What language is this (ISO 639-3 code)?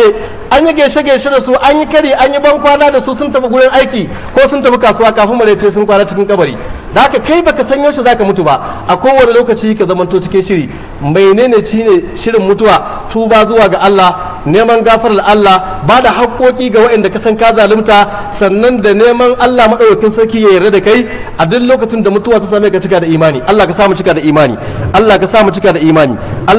hau